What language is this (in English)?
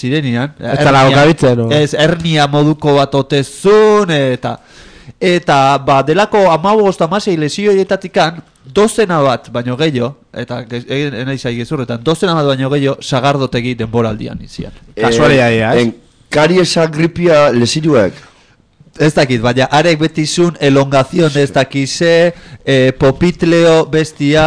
Basque